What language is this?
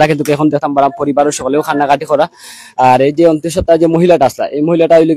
Sylheti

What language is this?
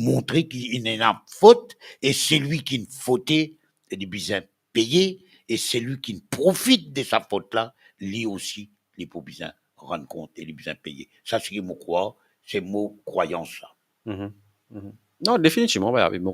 Morisyen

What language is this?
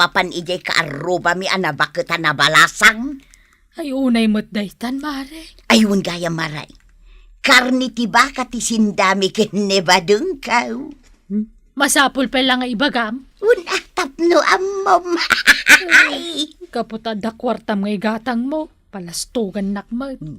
Iloko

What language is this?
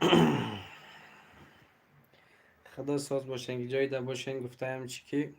Tajik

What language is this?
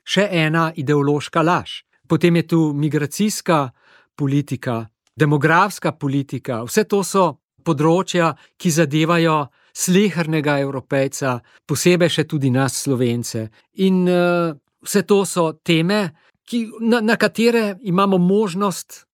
Slovenian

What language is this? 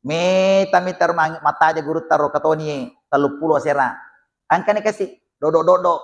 Buginese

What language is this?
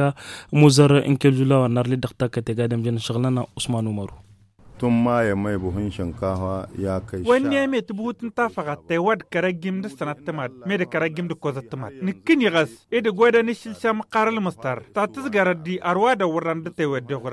Tamasheq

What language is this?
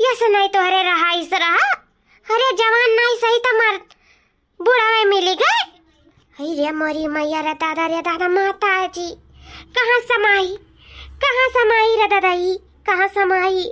Awadhi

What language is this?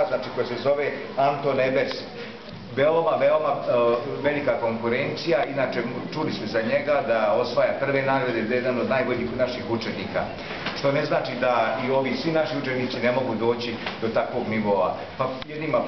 Serbian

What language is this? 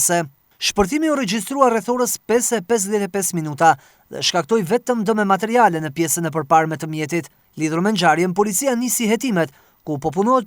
Albanian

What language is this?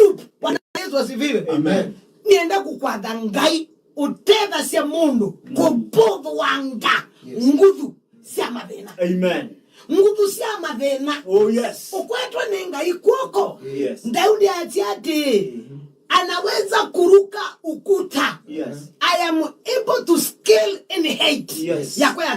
Kamba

